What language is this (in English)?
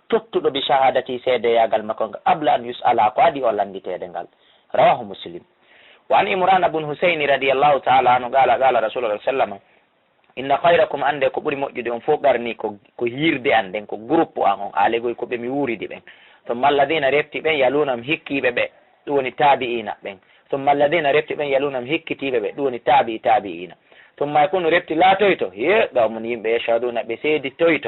Fula